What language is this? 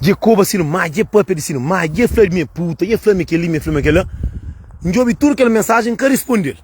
Kabuverdianu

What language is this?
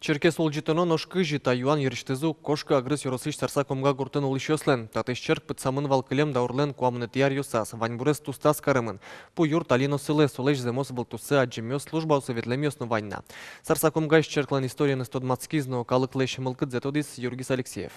Udmurt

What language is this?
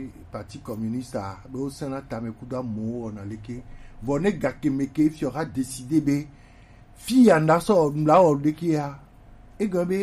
Gen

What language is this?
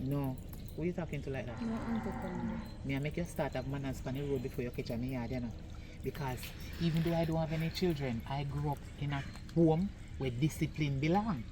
Jamaican Creole English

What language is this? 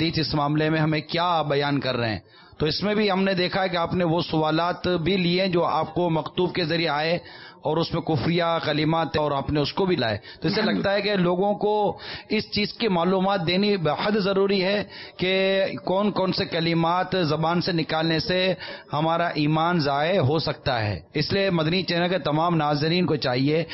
Urdu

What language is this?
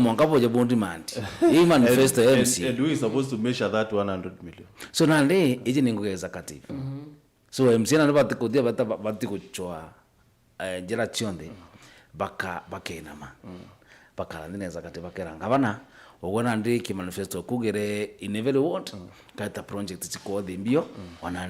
Meru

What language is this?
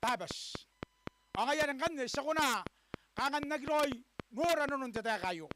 Gilbertese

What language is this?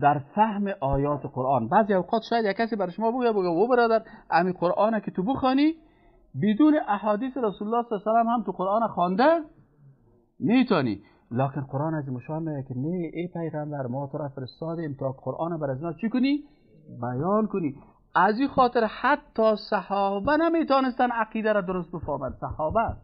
Persian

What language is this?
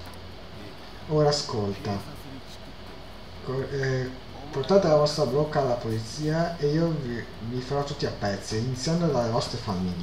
Italian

